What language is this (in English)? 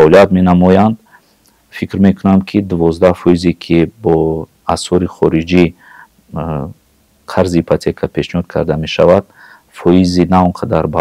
Tajik